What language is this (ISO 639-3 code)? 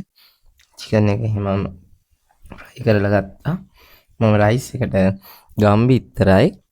sin